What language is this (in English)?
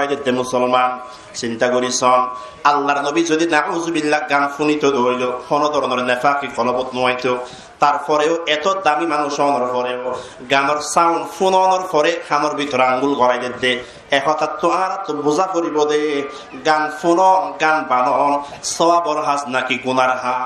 Rohingya